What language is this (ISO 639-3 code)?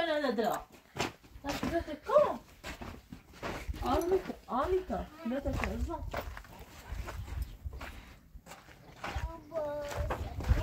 fas